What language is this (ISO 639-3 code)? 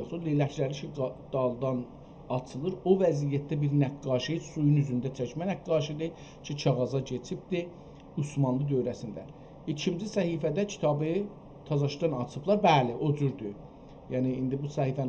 azb